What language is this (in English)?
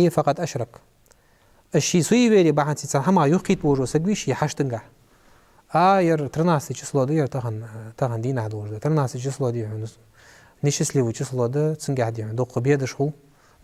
Ingush